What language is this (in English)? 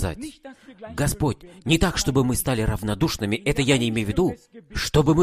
Russian